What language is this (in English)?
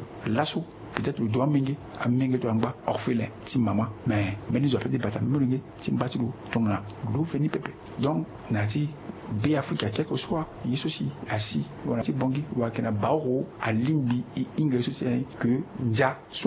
Sango